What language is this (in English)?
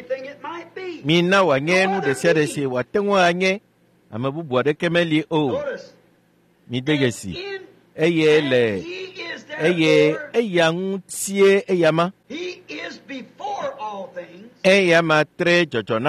Ewe